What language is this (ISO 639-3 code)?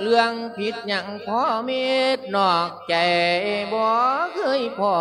lao